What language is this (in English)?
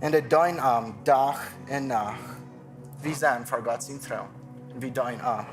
Plautdietsch